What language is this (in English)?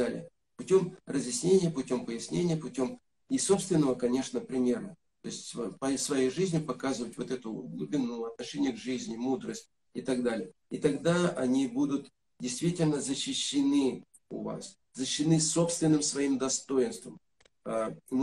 Russian